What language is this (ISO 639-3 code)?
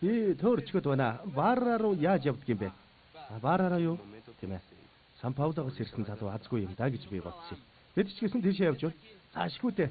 mon